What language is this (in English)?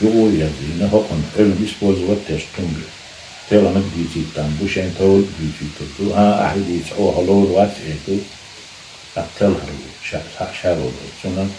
Chechen